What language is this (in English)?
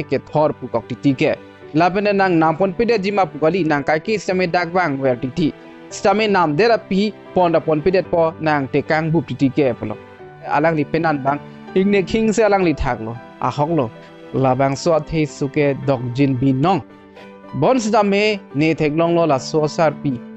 Karbi